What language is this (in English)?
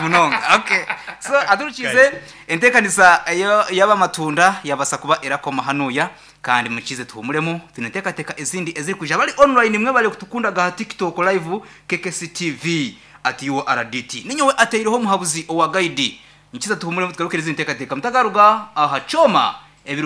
Nyankole